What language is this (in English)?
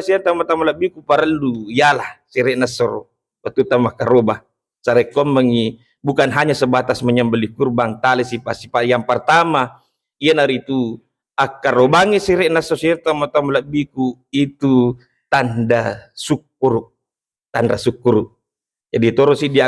Buginese